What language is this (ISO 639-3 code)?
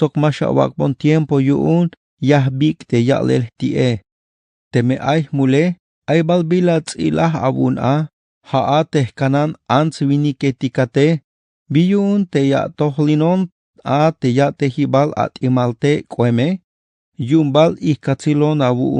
tzh